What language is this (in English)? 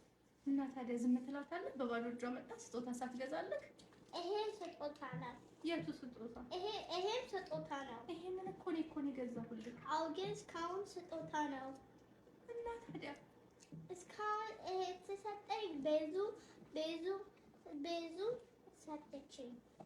Amharic